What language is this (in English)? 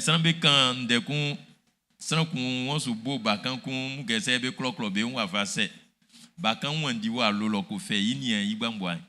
Baoulé